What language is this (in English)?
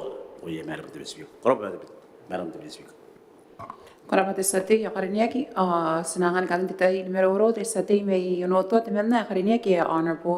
Gilbertese